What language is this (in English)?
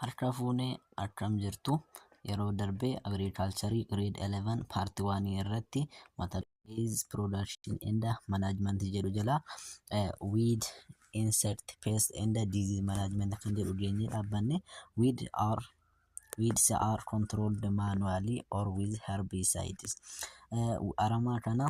Oromo